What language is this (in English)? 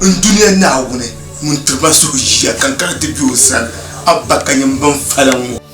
Dagbani